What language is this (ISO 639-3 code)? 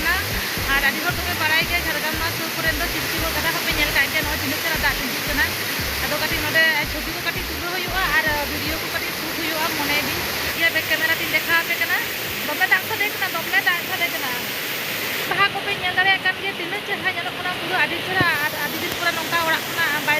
sat